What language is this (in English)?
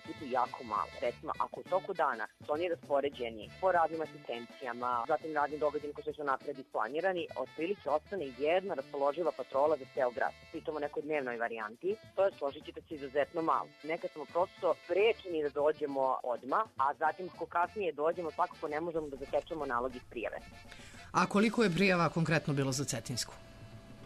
Serbian